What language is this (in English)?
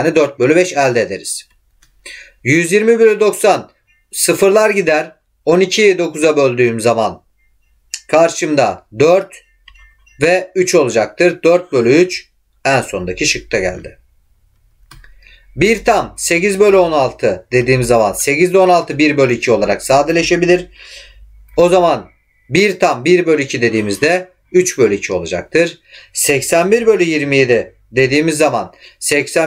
Turkish